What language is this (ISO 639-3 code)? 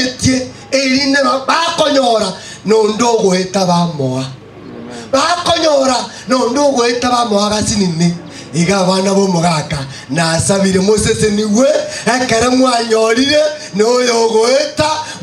guz